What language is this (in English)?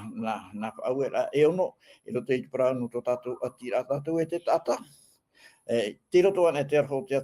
Tahitian